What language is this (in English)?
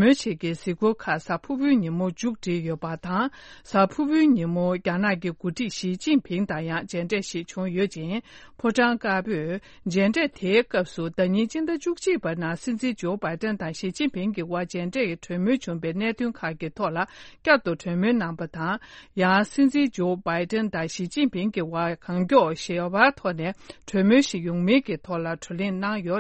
Tibetan